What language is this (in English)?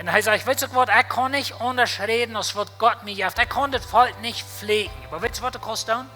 Plautdietsch